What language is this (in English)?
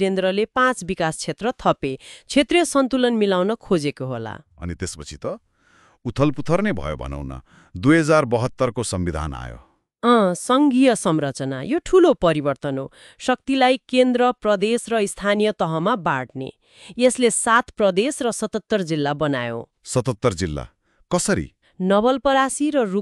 Nepali